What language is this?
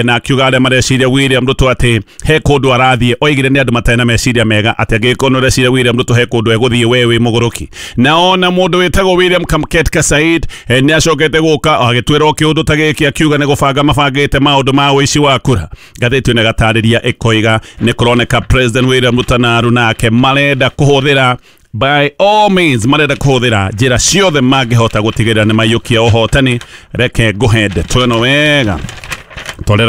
Kikuyu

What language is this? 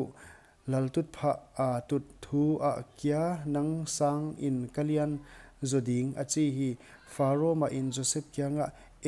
Paite Chin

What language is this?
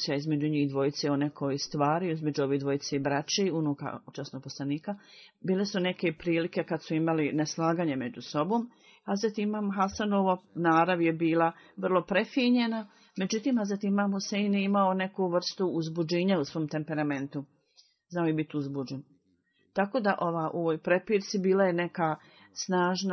Bosnian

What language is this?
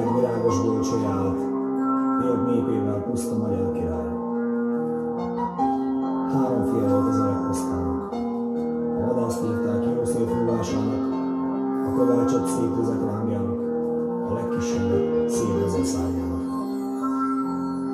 Hungarian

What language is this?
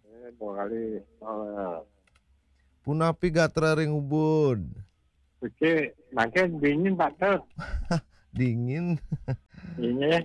Balinese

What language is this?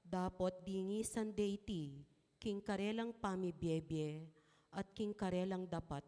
Pampanga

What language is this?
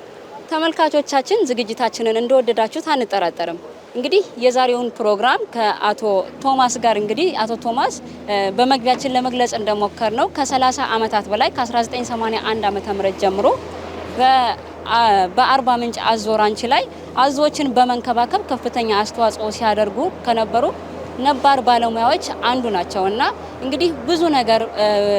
Amharic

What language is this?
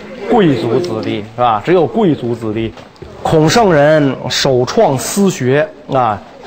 Chinese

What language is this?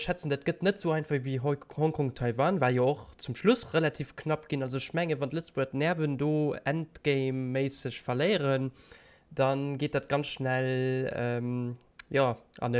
Luxembourgish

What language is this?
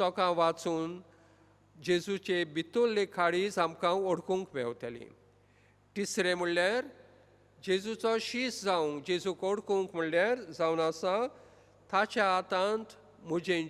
Konkani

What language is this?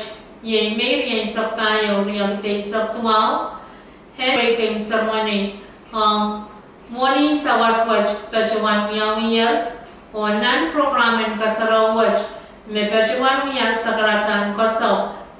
Pohnpeian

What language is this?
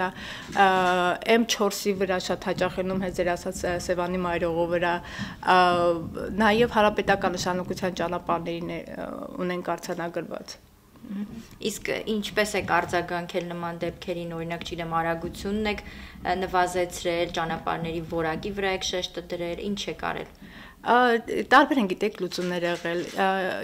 Armenian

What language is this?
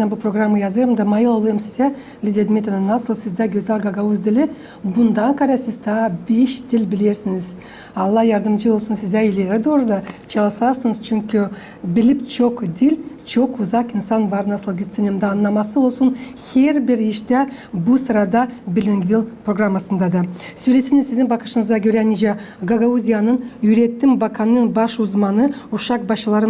Gagauz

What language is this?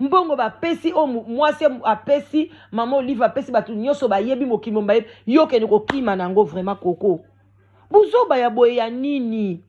Lingala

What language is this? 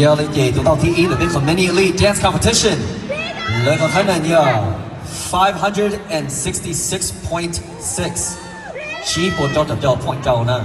Hmong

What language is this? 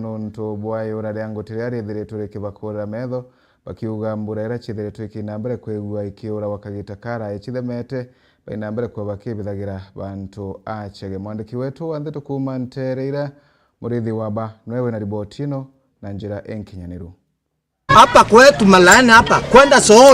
Meru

